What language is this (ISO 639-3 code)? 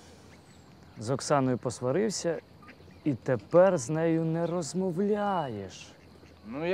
ukr